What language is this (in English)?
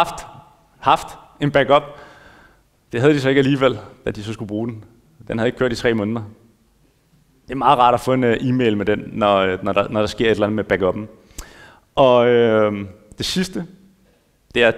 Danish